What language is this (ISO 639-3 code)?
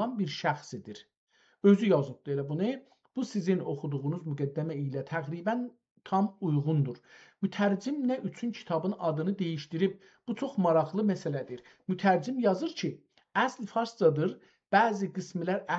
azb